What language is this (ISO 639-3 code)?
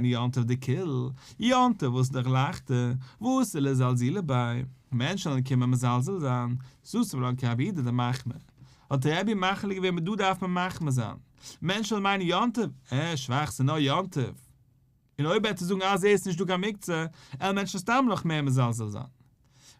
yid